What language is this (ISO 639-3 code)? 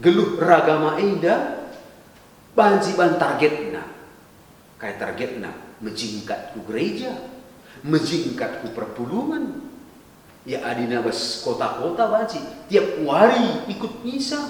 btx